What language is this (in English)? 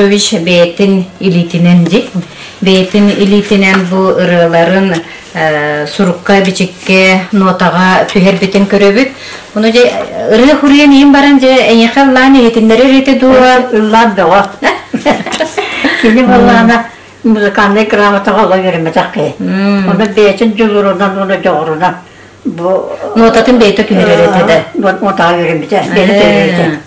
Yakut